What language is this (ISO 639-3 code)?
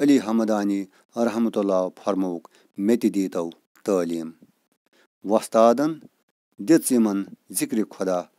kas